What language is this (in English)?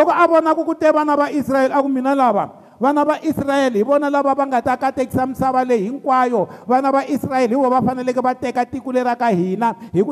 Tsonga